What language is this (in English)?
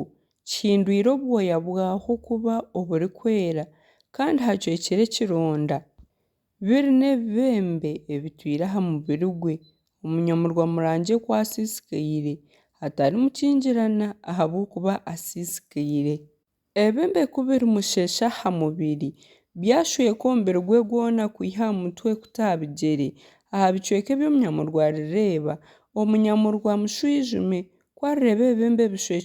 Nyankole